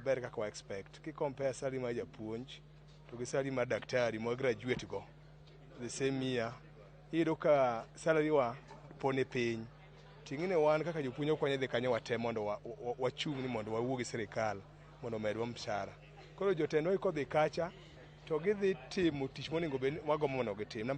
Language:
Luo (Kenya and Tanzania)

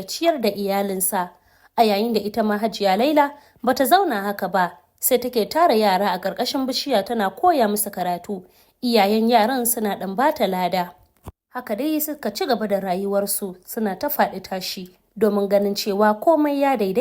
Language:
Hausa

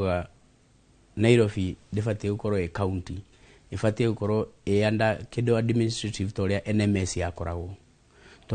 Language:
Kikuyu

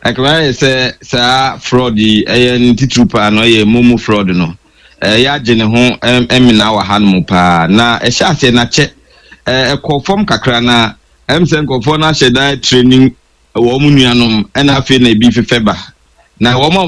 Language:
Akan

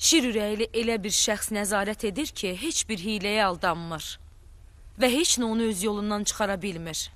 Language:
Azerbaijani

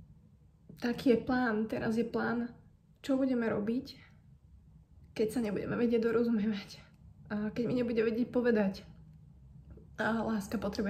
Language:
Slovak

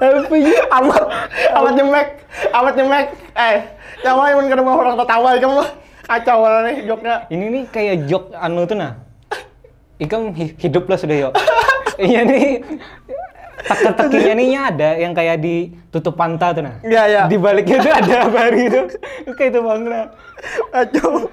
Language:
Banjar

